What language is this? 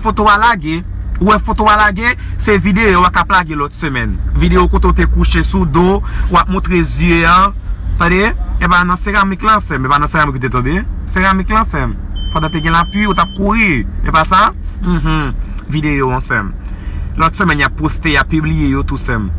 Haitian Creole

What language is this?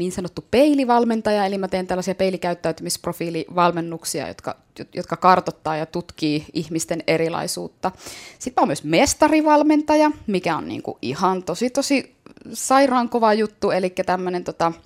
Finnish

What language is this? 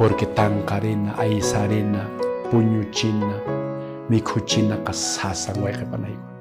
Quechua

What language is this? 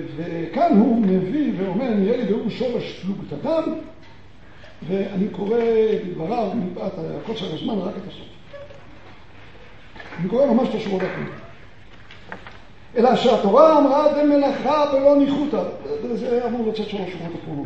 Hebrew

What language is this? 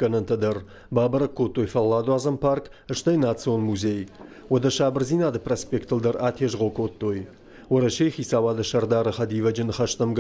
Ossetic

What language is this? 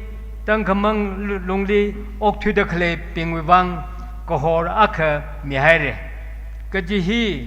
Tangkhul Naga (India)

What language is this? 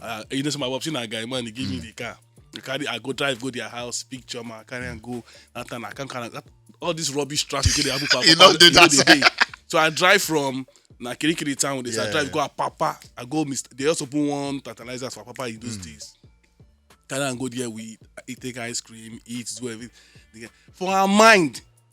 Nigerian Pidgin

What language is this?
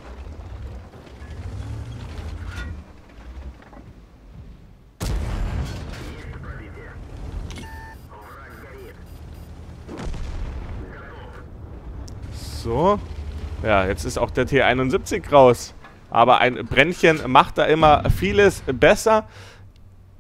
German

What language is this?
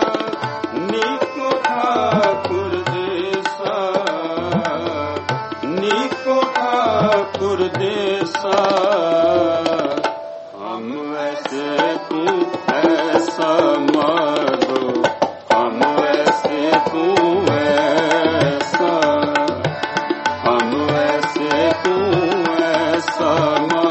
Hindi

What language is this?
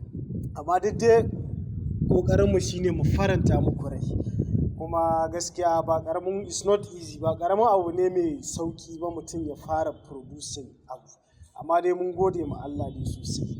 Hausa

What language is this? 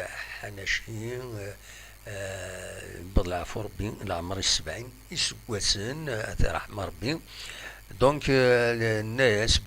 Kabyle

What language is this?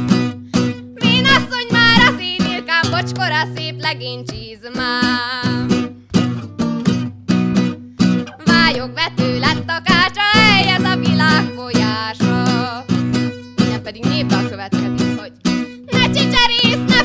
Hungarian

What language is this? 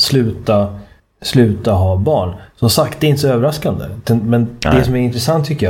Swedish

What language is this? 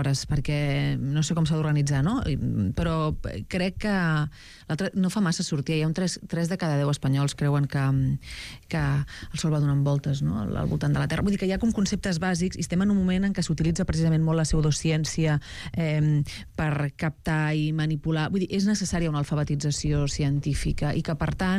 Catalan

